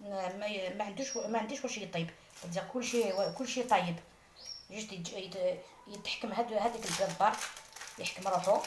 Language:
Algerian Arabic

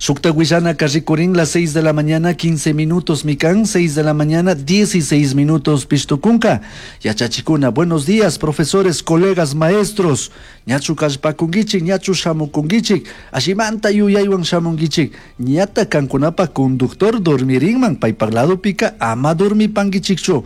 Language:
Chimborazo Highland Quichua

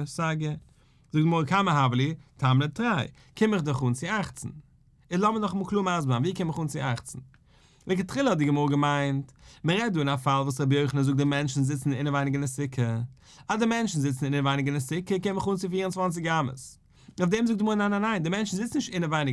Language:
Yiddish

